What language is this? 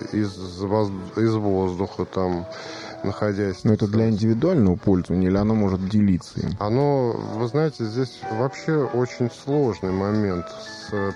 Russian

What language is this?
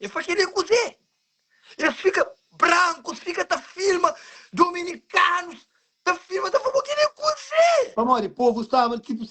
Kabuverdianu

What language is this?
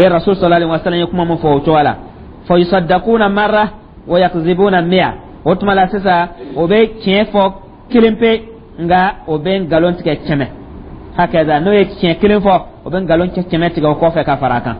Dyula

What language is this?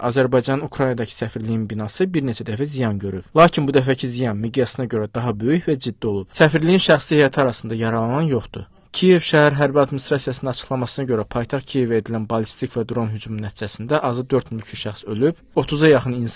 Azerbaijani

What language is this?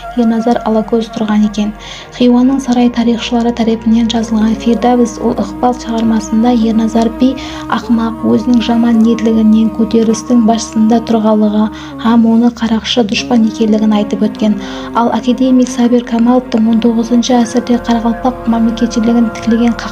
Kara-Kalpak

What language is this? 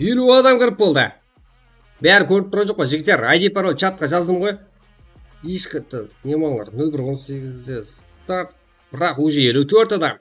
Kara-Kalpak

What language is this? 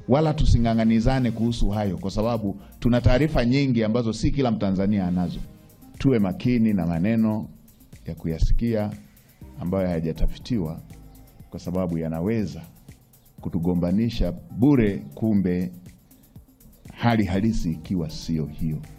Swahili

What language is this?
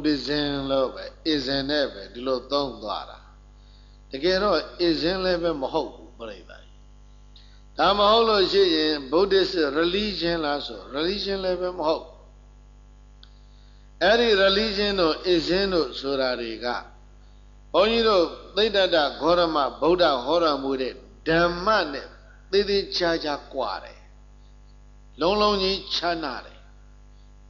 Burmese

